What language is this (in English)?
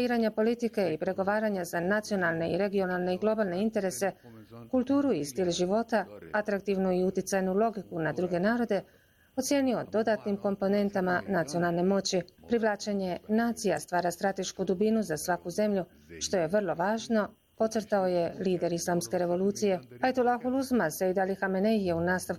Bosnian